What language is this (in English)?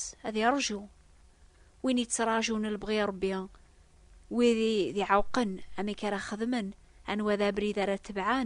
Kabyle